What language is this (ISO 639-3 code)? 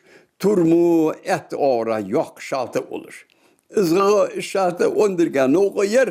inh